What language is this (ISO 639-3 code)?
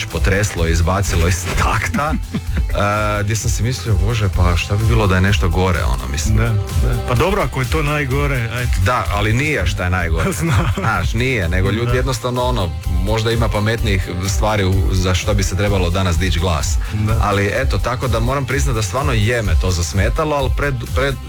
hrv